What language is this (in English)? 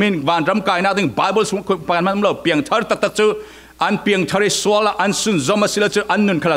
Falam Chin